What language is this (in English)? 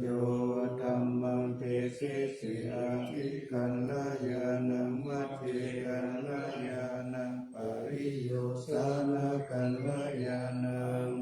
Pali